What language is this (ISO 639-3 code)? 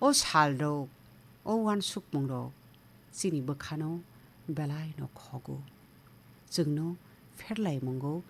trp